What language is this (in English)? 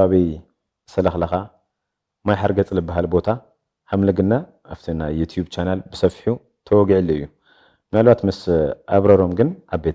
Tigrinya